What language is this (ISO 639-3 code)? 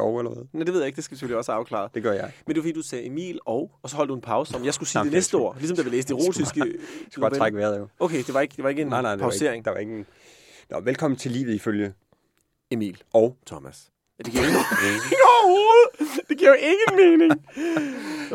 dan